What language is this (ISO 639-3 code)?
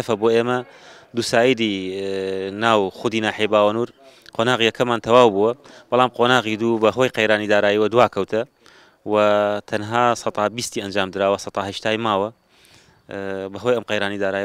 ckb